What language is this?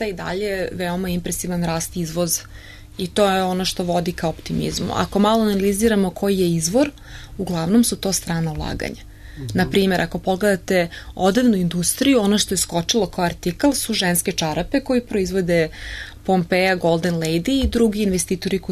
Serbian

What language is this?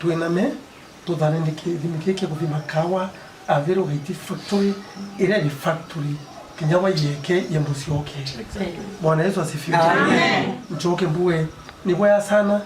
Meru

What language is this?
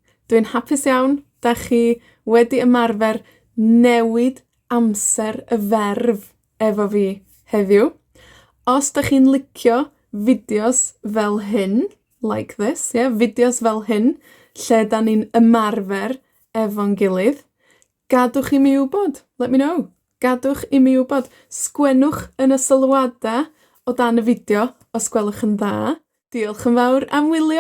Welsh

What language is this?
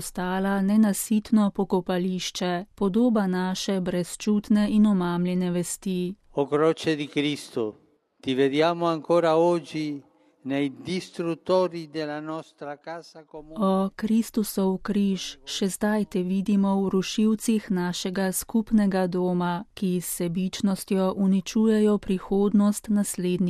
Slovenian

